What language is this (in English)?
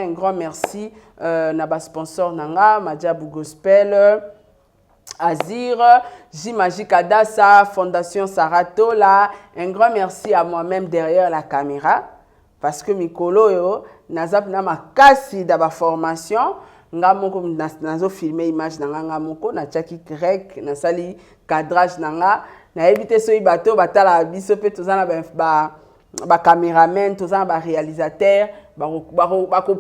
Lingala